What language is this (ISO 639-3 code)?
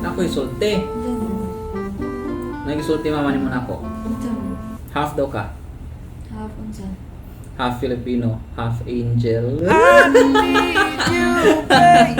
ceb